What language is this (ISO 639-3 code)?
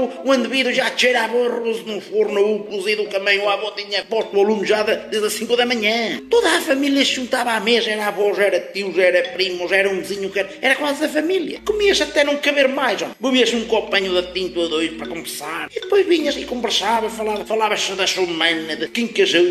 por